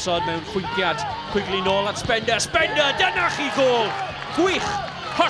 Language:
Welsh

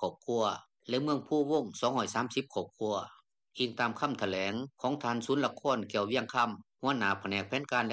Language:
Lao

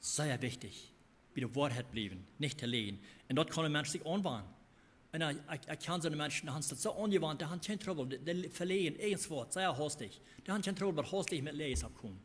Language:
Plautdietsch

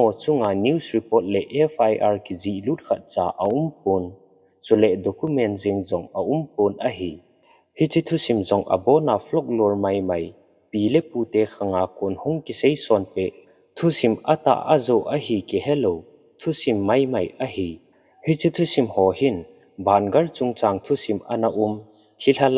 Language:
Thado Chin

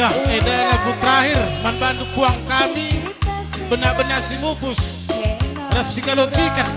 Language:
Batak Karo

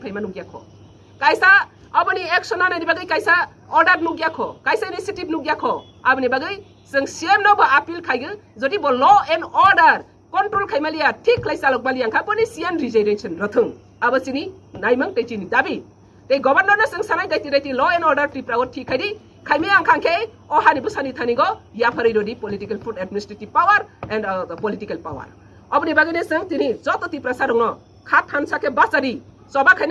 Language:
Kok Borok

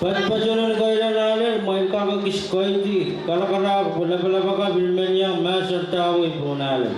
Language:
Pohnpeian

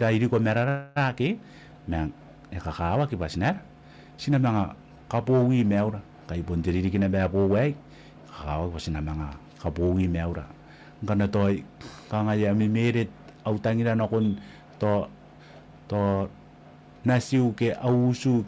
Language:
Gilbertese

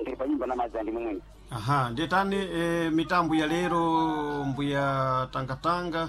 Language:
Sena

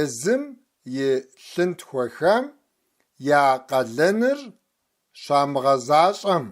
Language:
Kabardian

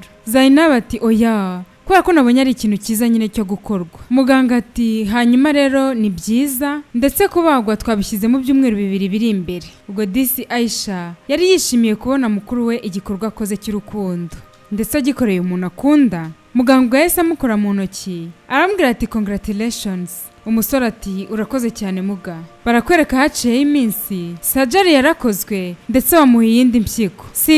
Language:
Kinyarwanda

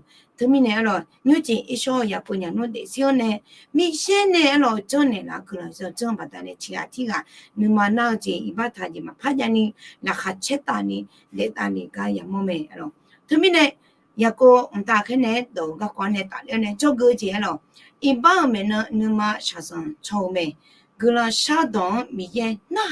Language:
Akha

